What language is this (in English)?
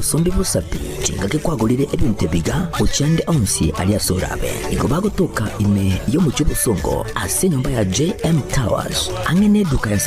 Gusii